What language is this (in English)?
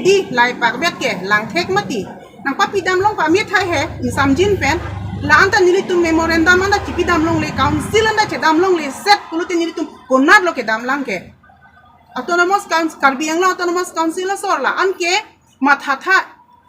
Karbi